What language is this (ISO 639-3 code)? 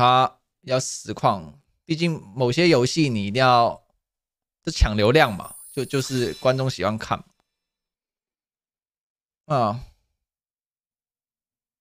zho